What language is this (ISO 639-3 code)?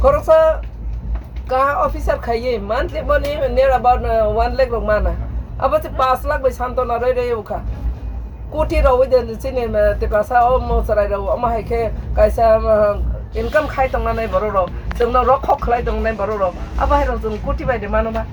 trp